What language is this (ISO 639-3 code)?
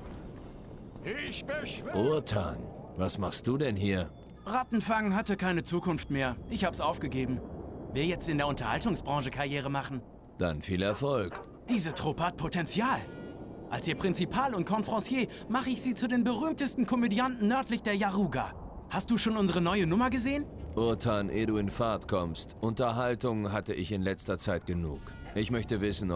deu